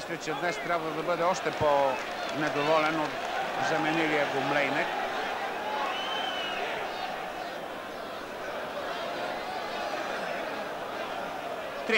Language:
Bulgarian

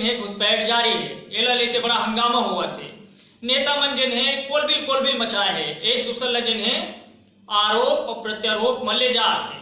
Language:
Chhattisgarhi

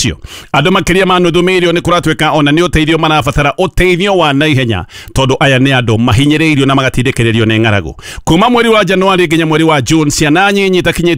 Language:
Kikuyu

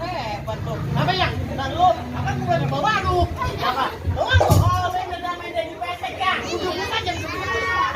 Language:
Betawi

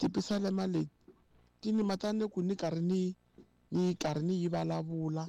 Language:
Tsonga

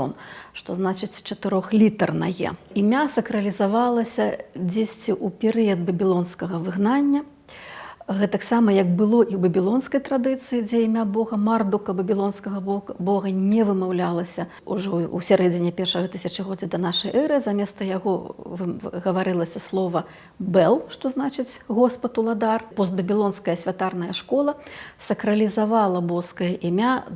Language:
Belarusian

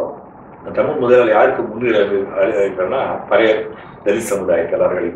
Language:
Tamil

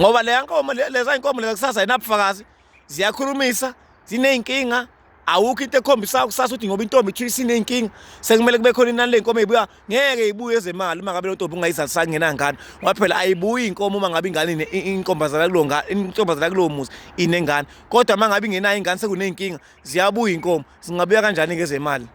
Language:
Zulu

